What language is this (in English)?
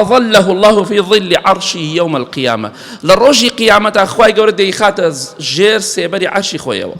Central Kurdish